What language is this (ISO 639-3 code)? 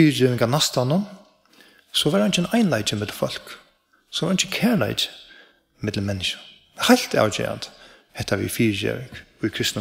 fao